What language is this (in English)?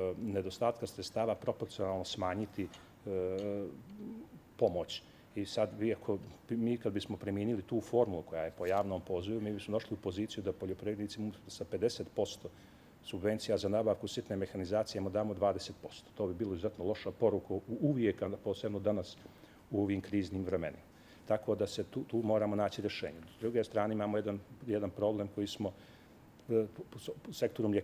Serbian